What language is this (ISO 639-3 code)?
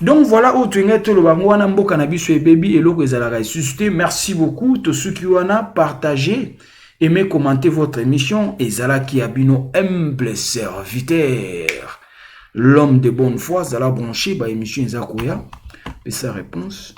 lin